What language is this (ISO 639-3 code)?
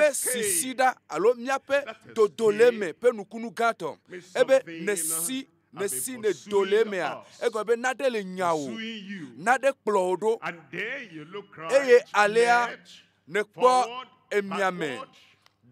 ewe